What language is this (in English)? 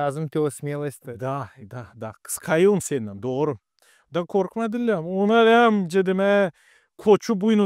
Gagauz